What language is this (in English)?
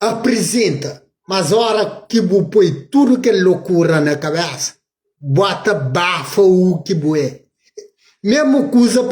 Kabuverdianu